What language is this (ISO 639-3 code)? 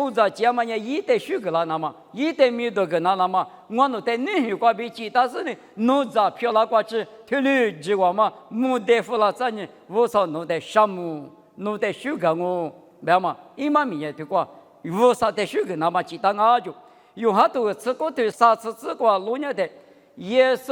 lis